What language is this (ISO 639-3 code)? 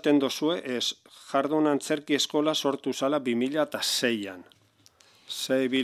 eus